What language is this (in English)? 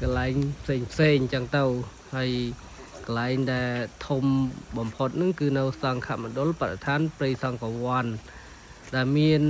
Khmer